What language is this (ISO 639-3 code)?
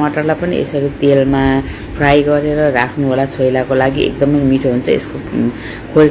nep